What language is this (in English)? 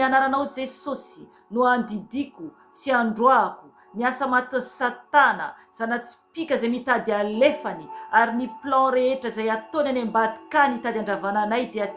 Malagasy